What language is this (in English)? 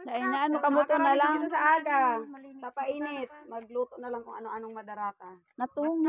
Bikol